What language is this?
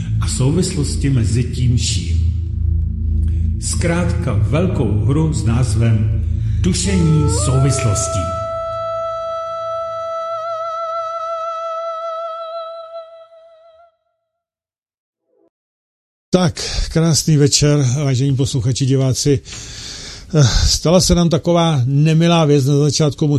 Czech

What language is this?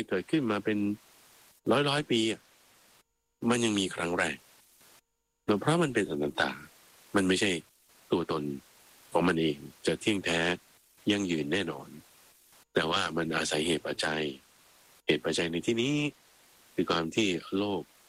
Thai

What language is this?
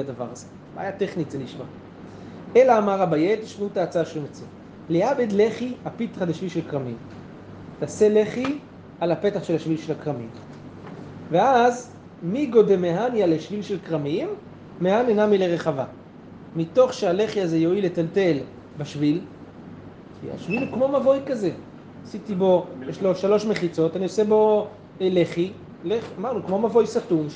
Hebrew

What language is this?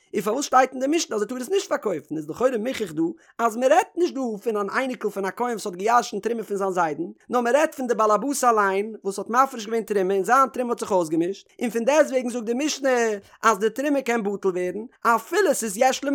Yiddish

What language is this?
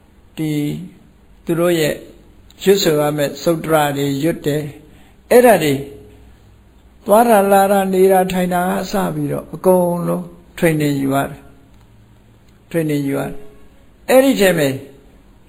Burmese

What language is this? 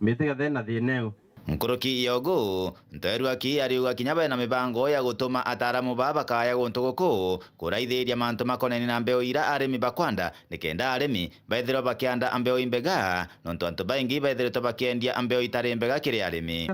Meru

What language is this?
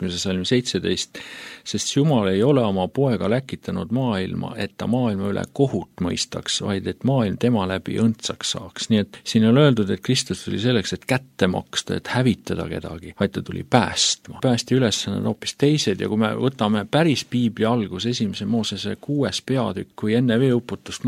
Estonian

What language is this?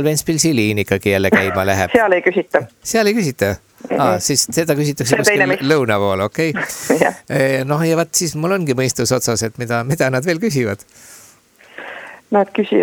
Estonian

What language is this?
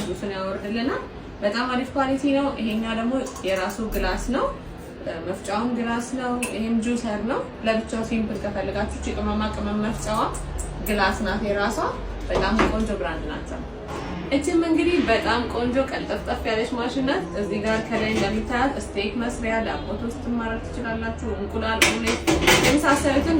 Amharic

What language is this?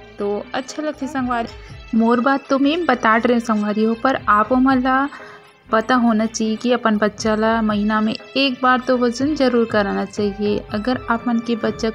Chhattisgarhi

